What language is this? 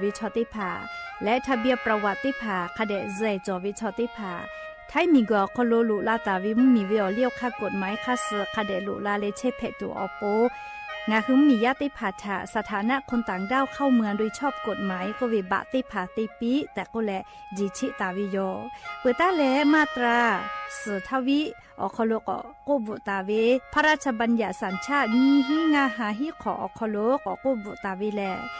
Lahu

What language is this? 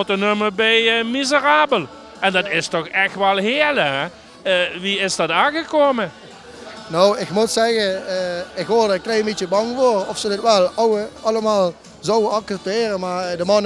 Limburgish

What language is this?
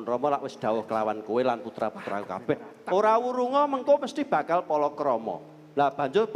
Javanese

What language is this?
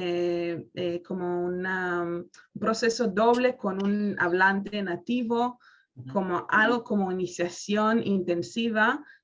Ladino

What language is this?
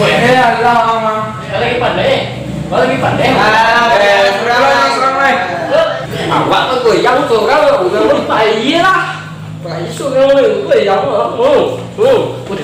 Minangkabau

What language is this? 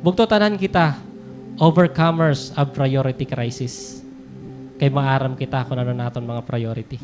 Waray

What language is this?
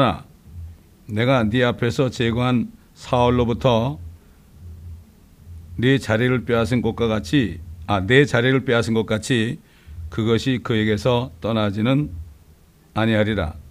Korean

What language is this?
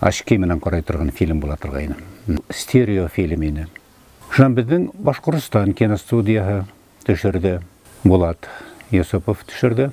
Bashkir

